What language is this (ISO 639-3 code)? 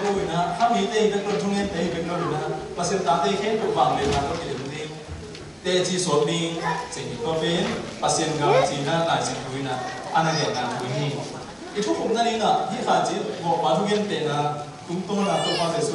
ctd